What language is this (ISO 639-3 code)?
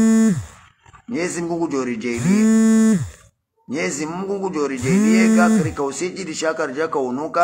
swa